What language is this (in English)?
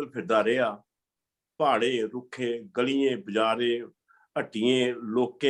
Dogri